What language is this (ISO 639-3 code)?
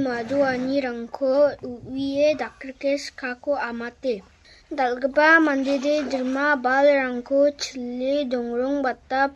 grt